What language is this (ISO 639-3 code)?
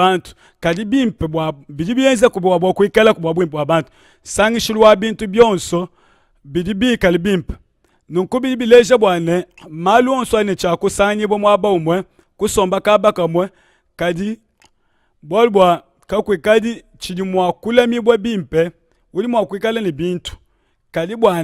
lua